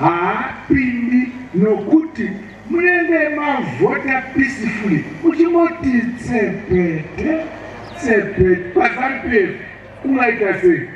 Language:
Shona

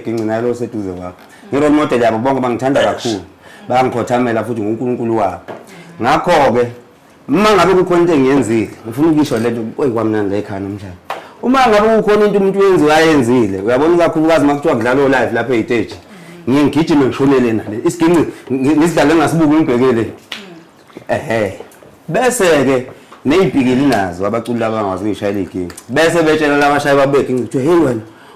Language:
Zulu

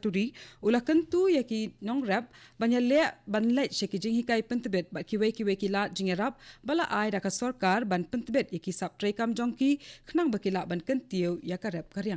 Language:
Khasi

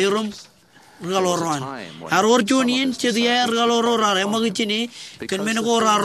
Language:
Marshallese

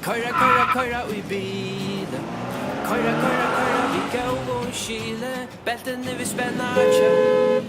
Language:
Faroese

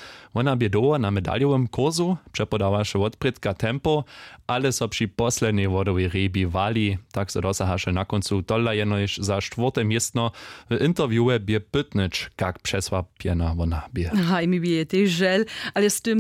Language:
Upper Sorbian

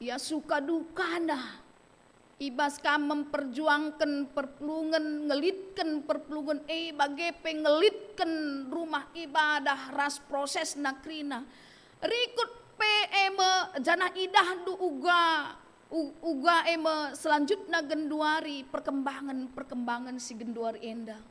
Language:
Batak Karo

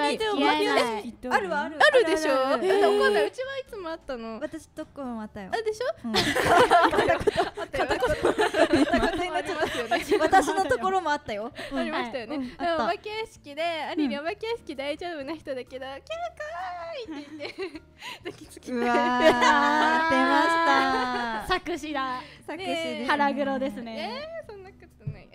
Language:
Japanese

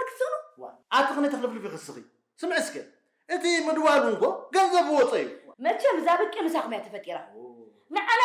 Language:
Tigrinya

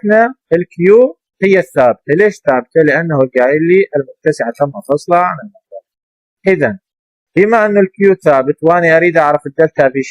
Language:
Mesopotamian Arabic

